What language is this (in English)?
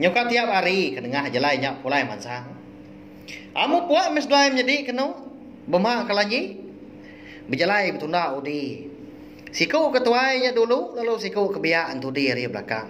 Iban